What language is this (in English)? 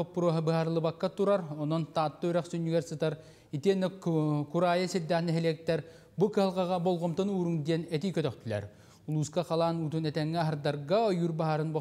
Yakut